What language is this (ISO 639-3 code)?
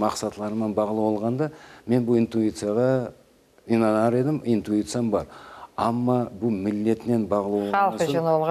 crh